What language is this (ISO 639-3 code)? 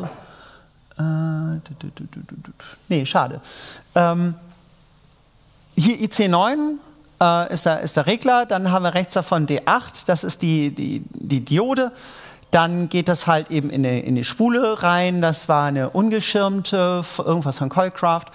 deu